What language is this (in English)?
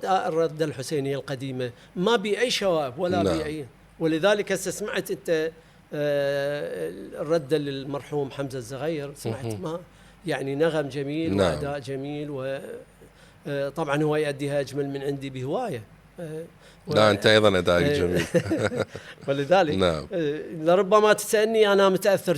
Mesopotamian Arabic